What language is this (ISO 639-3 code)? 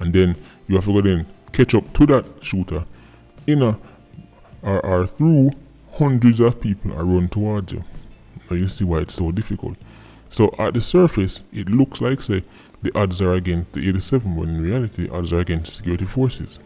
jam